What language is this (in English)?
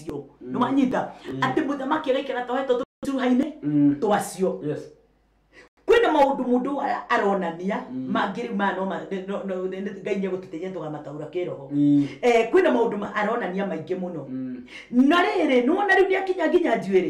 Kikuyu